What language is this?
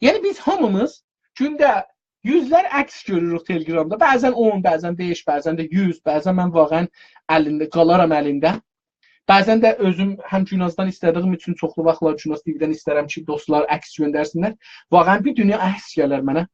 South Azerbaijani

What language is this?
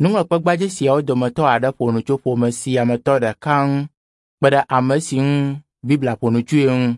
Ewe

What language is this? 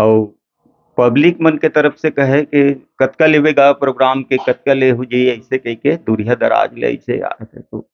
Chhattisgarhi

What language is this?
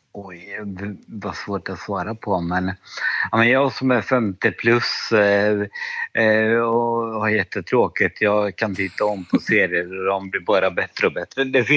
Swedish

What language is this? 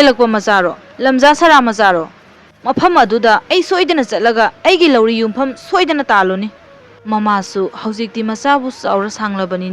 Manipuri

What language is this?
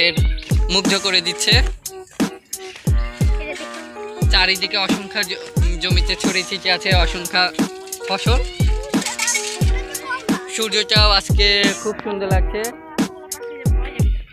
Bangla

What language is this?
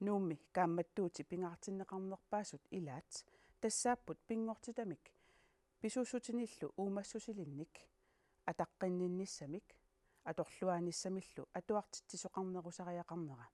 Kalaallisut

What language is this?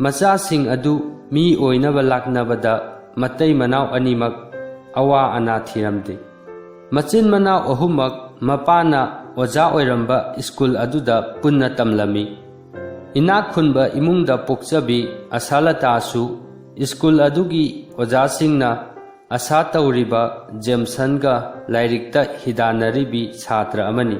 Manipuri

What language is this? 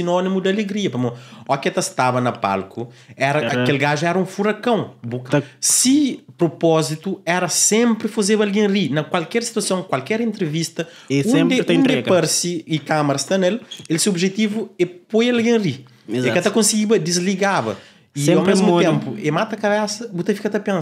Kabuverdianu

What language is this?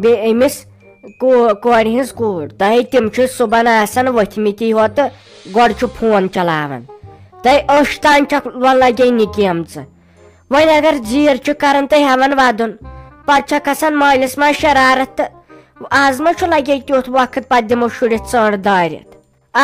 Kashmiri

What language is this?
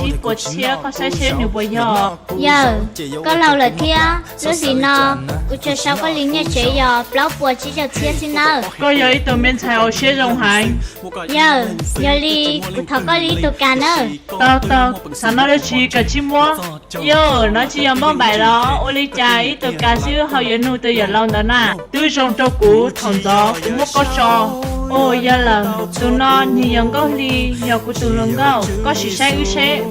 Hmong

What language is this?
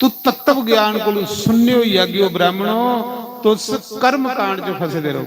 Dogri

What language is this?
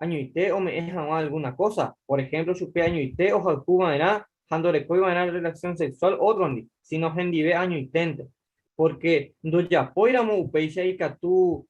Guarani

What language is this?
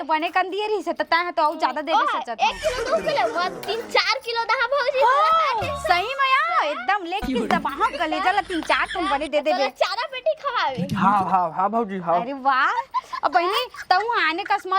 Chhattisgarhi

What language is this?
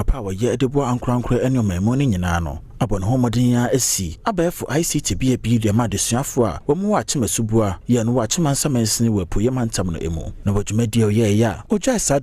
Akan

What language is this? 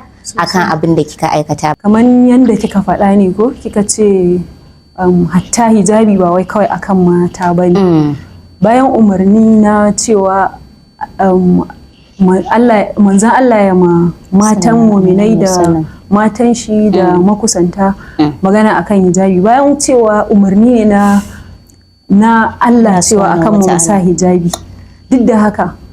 Hausa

